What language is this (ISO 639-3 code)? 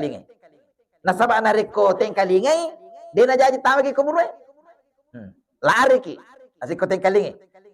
bug